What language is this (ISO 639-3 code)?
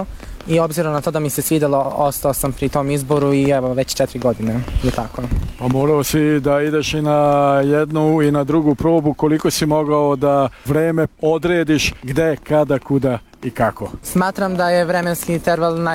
srp